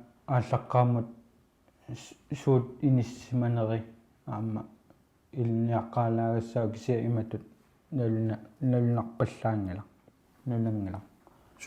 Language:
Kalaallisut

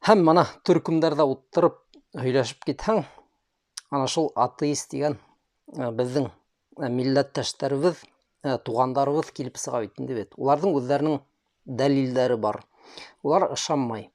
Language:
Bashkir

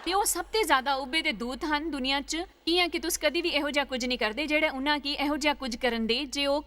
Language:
Dogri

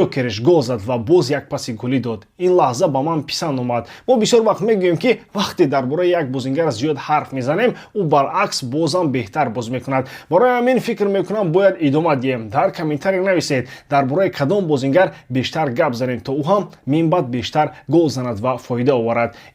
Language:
Tajik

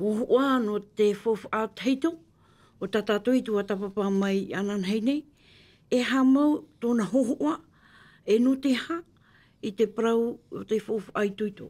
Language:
Tahitian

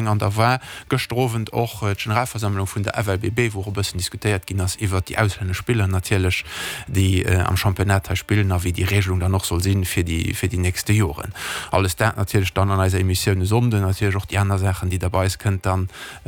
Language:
Luxembourgish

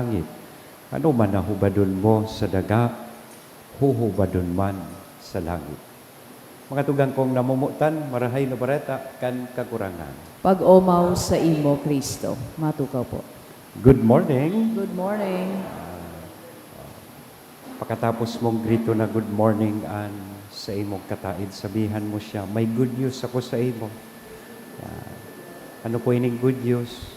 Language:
Bikol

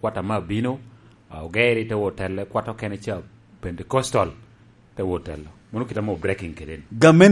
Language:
Lango (Uganda)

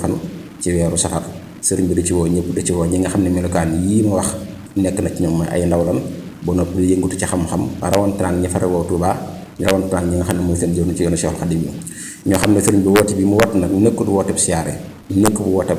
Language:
Wolof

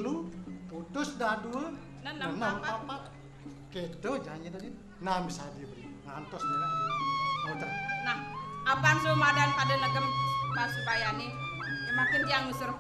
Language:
Balinese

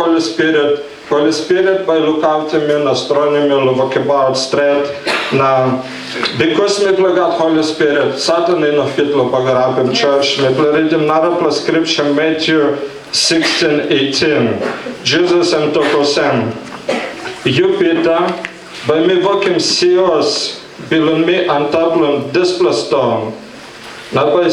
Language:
Tok Pisin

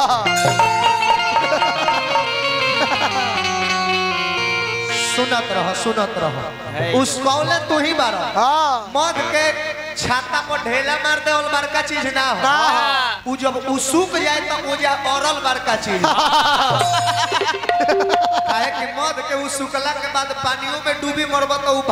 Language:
Bhojpuri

